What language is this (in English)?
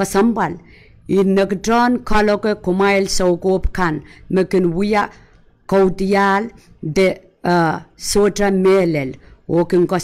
Pohnpeian